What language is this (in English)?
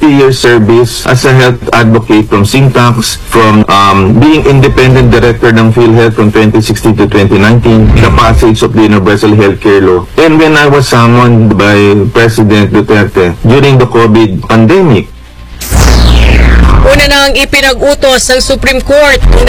Filipino